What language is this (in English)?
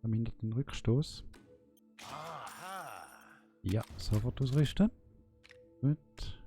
Swiss German